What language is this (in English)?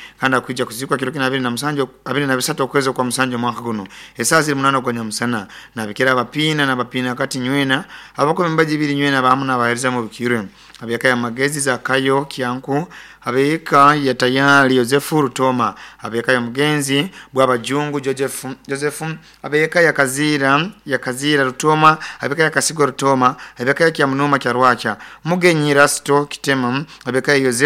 Nyoro